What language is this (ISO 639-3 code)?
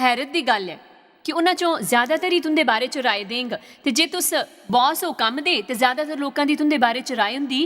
doi